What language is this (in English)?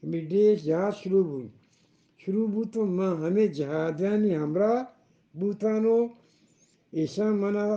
Eastern Balochi